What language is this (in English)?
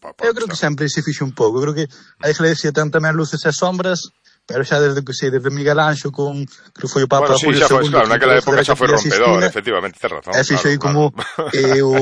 Galician